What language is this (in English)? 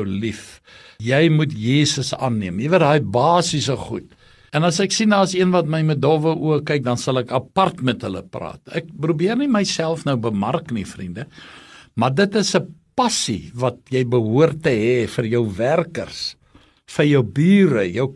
Afrikaans